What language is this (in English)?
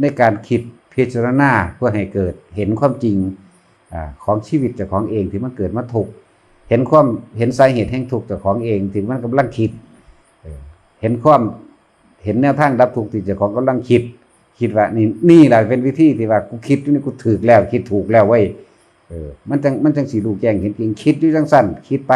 Northeastern Thai